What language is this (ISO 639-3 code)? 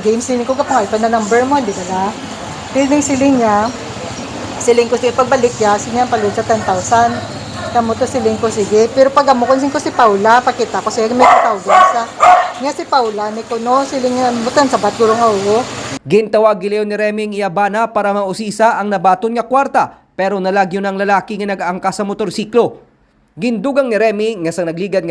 hil